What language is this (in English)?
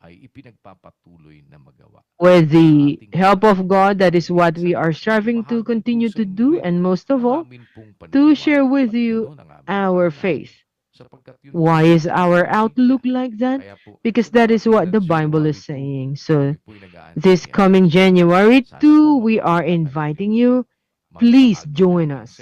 Ewe